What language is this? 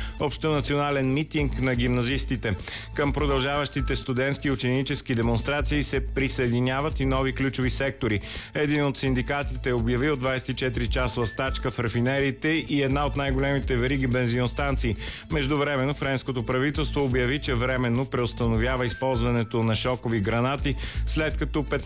Bulgarian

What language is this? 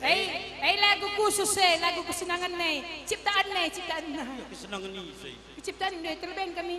Batak Karo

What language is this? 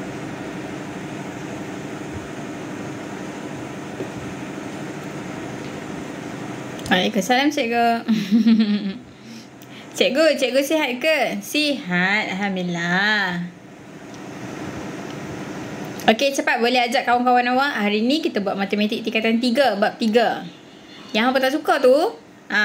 Malay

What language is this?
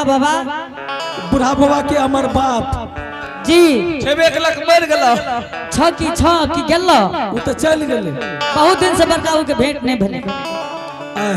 Angika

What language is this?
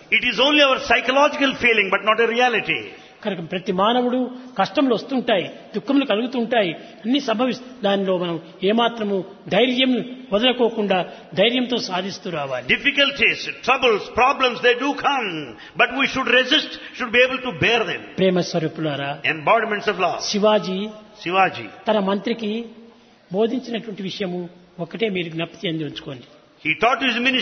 Telugu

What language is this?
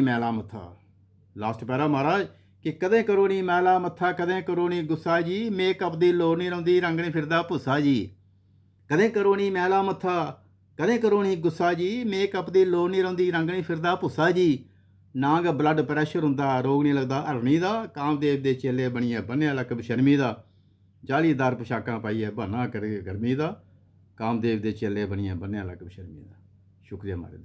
Dogri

